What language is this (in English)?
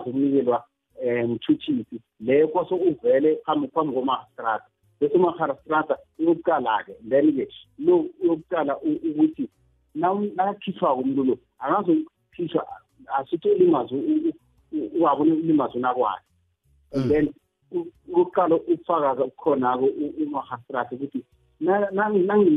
South Ndebele